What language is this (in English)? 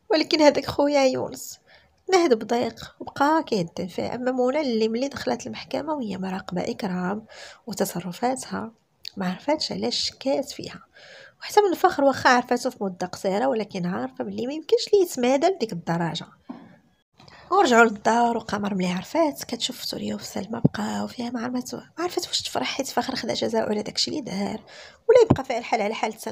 Moroccan Arabic